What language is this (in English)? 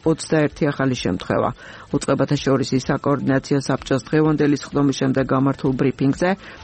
Georgian